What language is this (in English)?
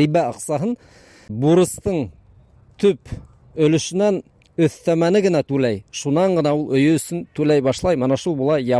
Bashkir